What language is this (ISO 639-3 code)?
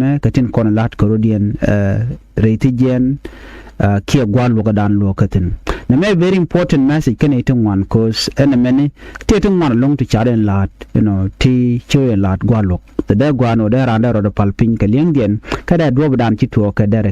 nus